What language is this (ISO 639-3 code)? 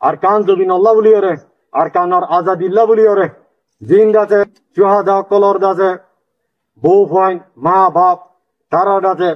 rhg